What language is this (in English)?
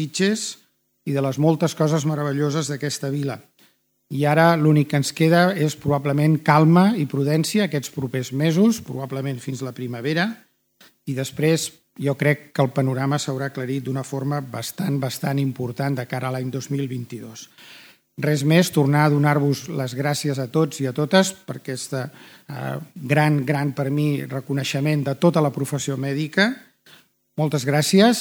Catalan